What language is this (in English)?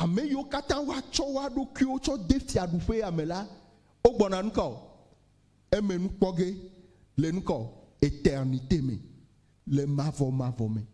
Ewe